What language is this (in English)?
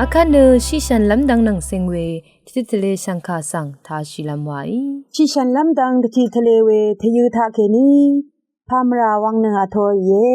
Rawang